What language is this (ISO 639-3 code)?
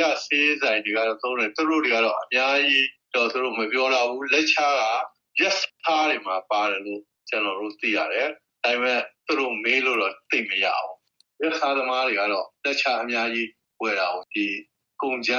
mya